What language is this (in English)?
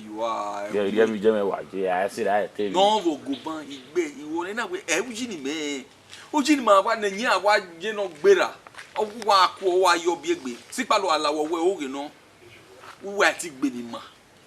Bini